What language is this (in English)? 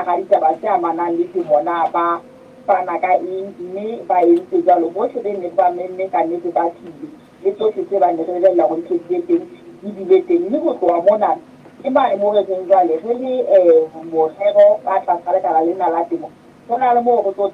Southern Sotho